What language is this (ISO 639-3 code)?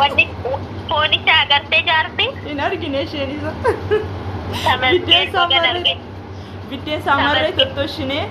orm